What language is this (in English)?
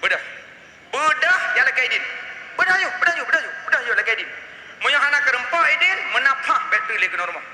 Achinese